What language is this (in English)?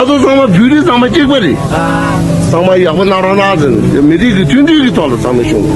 Tibetan